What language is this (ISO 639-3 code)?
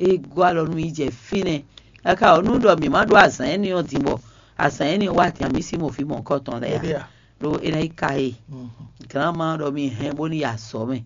fon